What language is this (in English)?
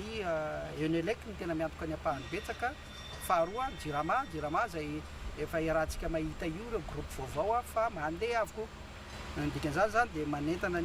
Malagasy